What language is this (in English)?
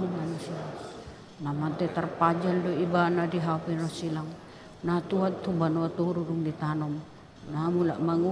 Batak Toba